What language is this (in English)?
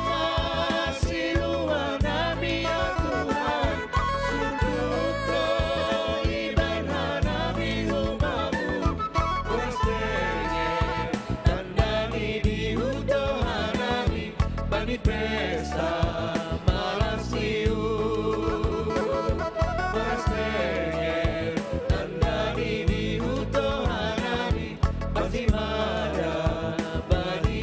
Batak Simalungun